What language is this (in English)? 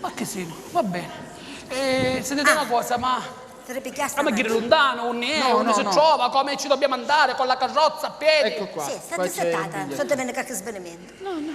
Sicilian